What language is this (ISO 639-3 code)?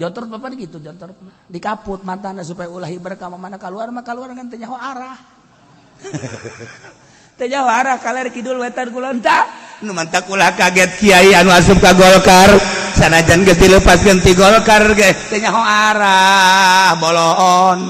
sun